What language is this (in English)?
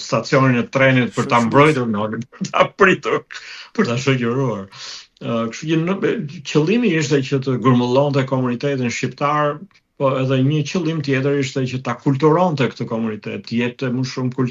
Albanian